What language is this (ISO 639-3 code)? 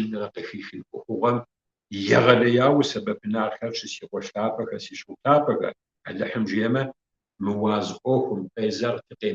kbd